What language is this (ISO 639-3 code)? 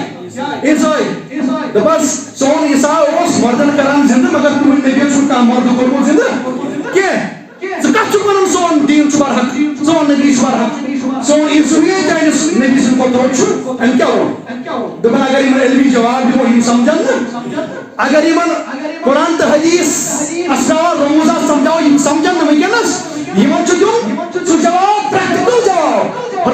kas